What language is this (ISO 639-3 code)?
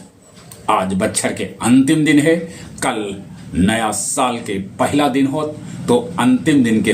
mag